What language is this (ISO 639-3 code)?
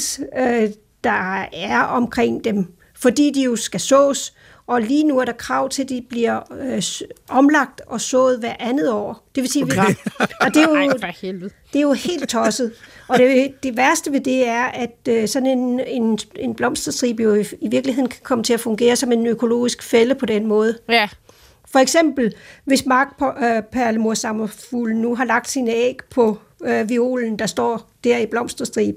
dan